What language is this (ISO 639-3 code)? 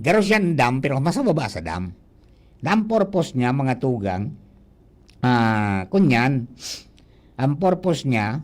bik